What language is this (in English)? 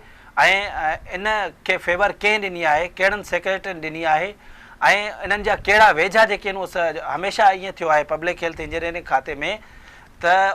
Sindhi